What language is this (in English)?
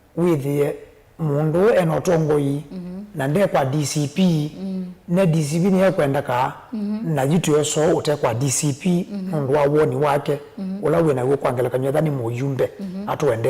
Kamba